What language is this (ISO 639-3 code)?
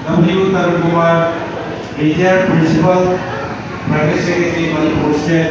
mni